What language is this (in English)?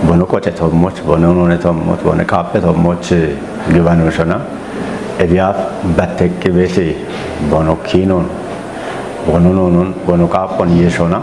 Kafa